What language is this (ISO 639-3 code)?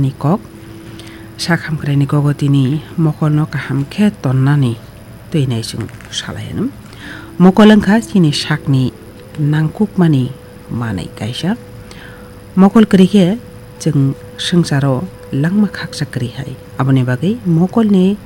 trp